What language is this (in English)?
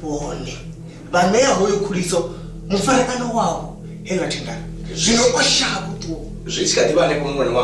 Venda